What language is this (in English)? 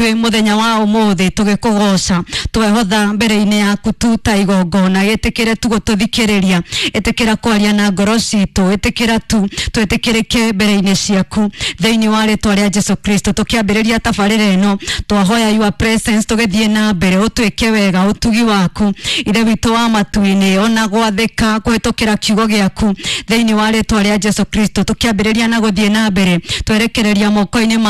Kikuyu